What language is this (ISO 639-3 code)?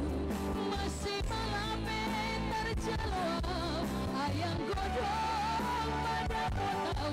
bts